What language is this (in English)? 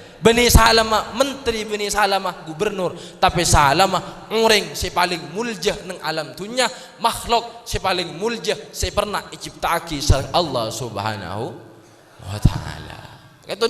Madurese